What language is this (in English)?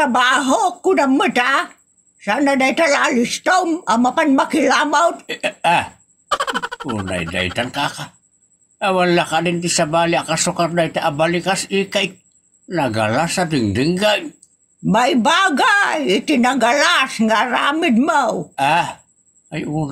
Iloko